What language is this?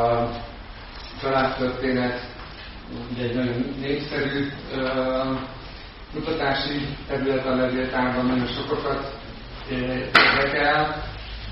Hungarian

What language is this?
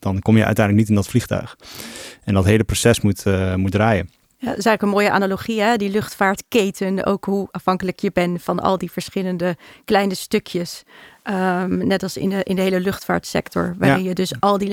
Dutch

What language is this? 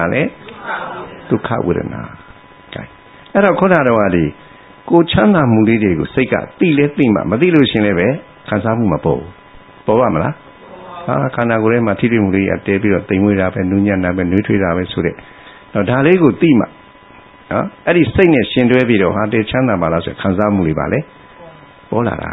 Burmese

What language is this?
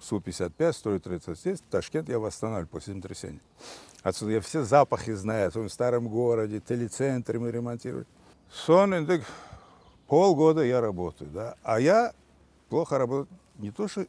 Crimean Tatar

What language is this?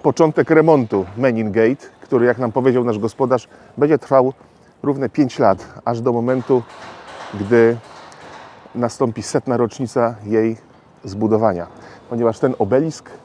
Polish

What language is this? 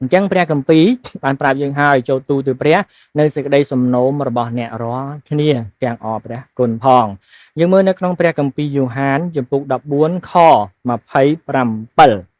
Khmer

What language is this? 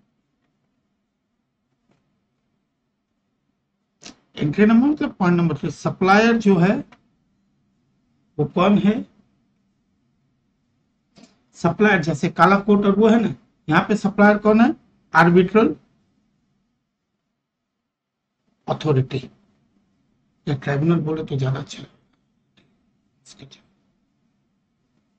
Hindi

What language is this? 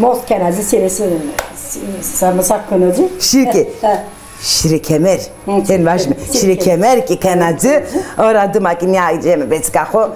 Zaza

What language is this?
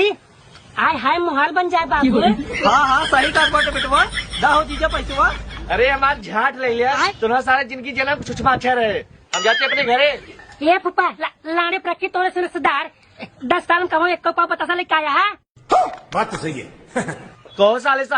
Awadhi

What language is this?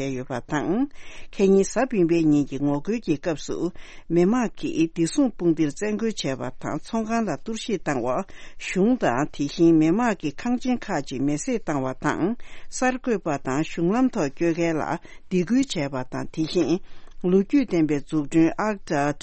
Tibetan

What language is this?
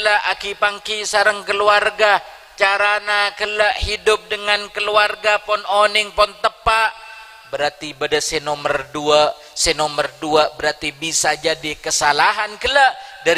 Madurese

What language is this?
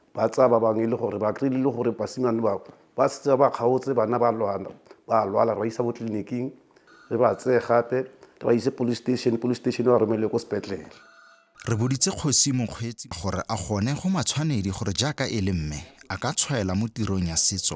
Tswana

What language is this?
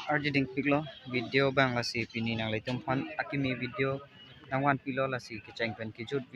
Karbi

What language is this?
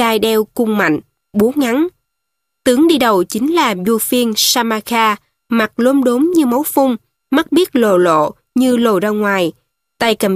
Vietnamese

